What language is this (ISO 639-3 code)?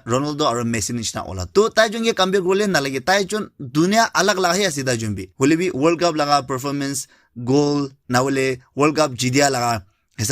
nag